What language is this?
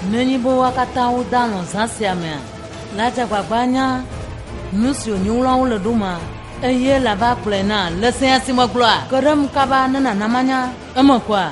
Ewe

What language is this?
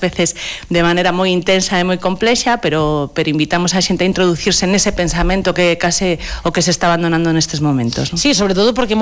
Galician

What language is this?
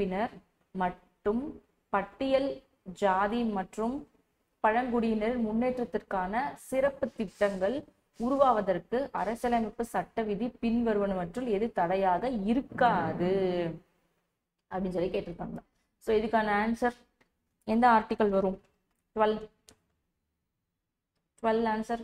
Tamil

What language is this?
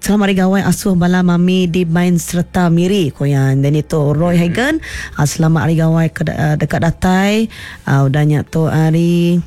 Iban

